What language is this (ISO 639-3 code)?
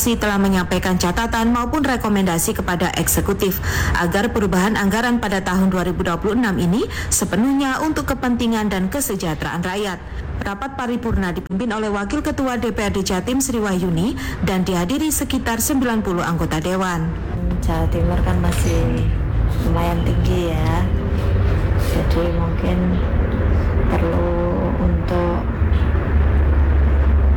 ind